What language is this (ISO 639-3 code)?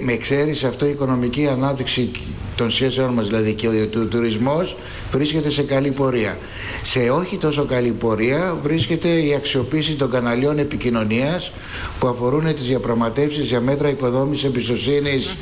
ell